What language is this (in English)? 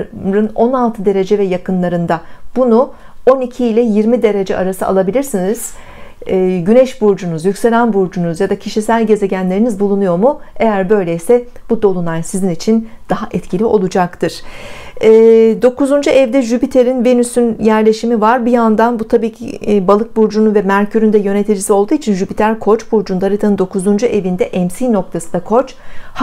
Turkish